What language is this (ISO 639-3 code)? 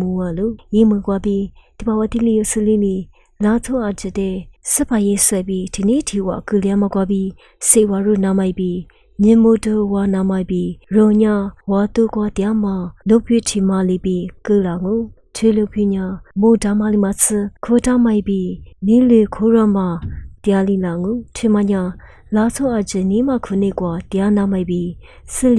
lis